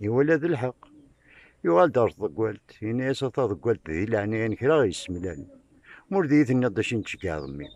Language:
Kabyle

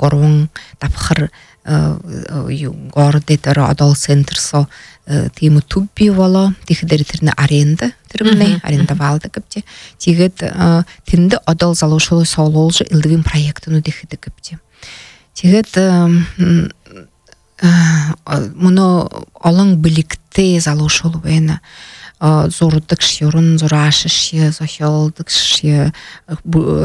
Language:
Buriat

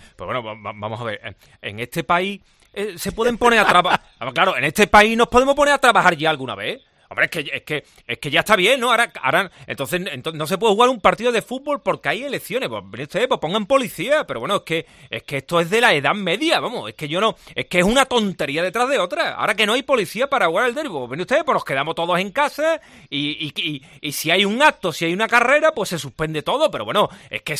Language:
Spanish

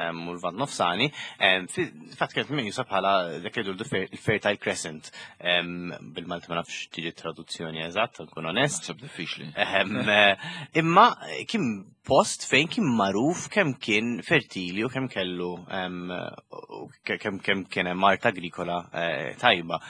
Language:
Maltese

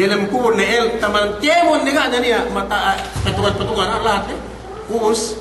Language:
Yakan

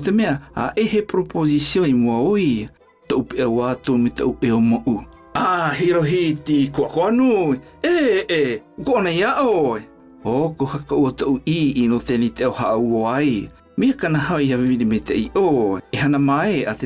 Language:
South Marquesan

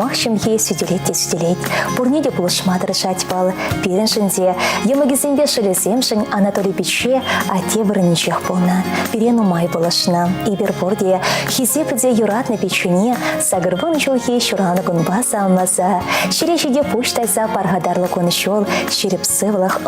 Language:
Chuvash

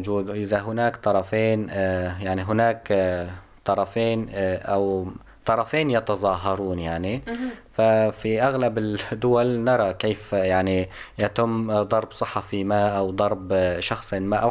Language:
North Levantine Arabic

